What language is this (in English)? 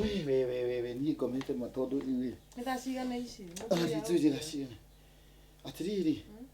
Kikuyu